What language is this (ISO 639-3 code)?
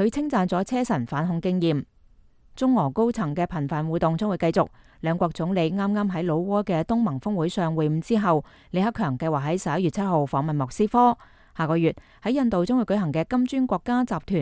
yue